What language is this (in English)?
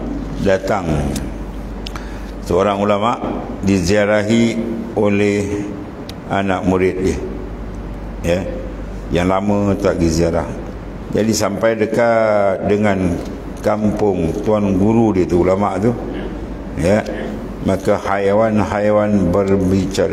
Malay